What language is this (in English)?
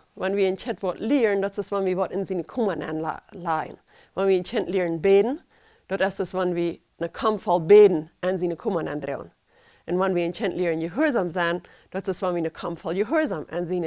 Plautdietsch